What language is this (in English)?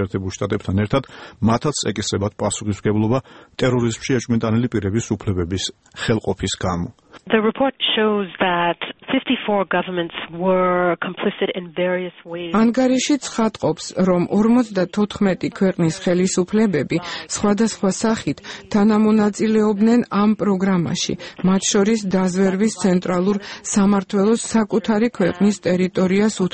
Georgian